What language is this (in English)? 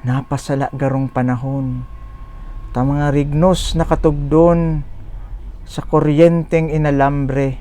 Bikol